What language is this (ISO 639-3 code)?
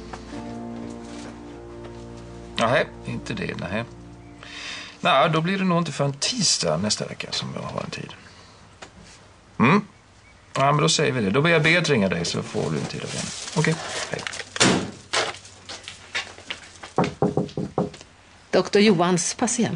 swe